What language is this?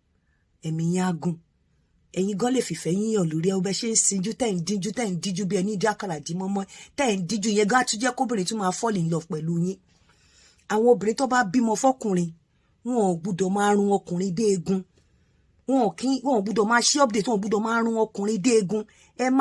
Yoruba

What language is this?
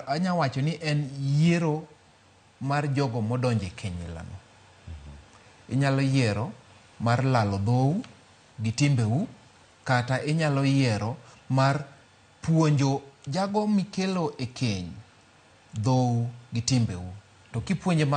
Luo (Kenya and Tanzania)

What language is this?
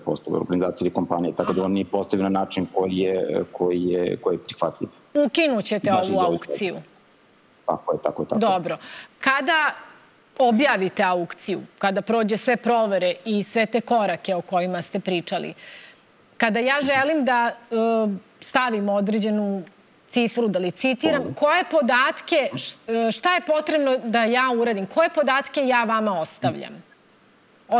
Serbian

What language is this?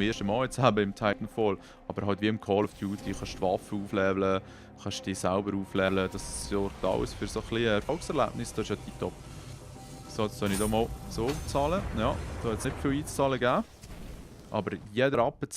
Swiss German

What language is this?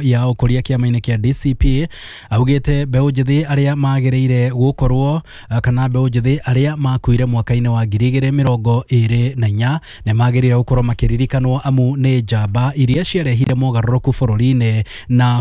Kikuyu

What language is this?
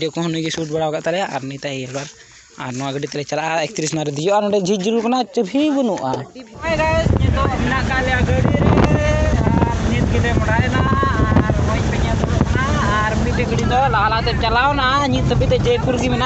Santali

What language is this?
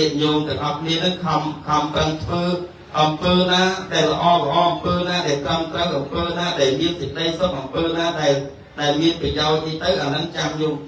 Khmer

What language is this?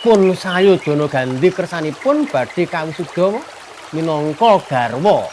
Javanese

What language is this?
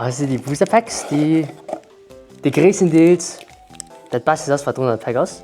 Luxembourgish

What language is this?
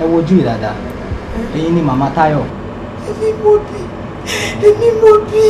Yoruba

